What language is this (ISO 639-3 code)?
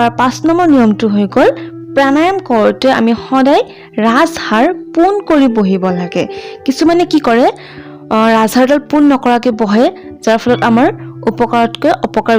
asm